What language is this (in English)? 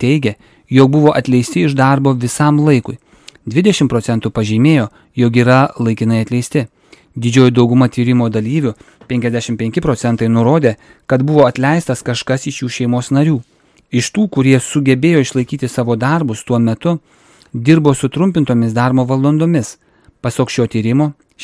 Lithuanian